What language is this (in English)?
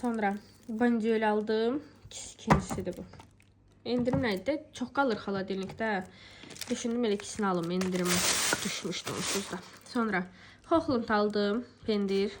Azerbaijani